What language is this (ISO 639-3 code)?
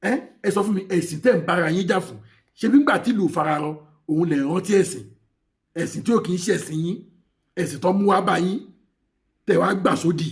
yor